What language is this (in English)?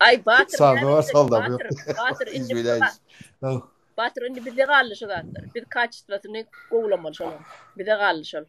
Turkmen